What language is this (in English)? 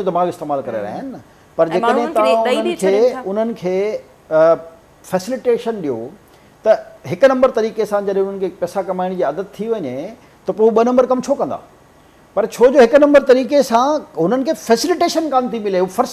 Sindhi